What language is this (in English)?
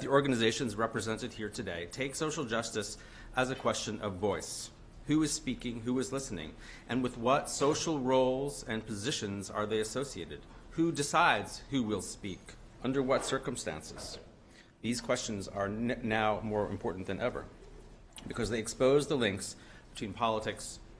English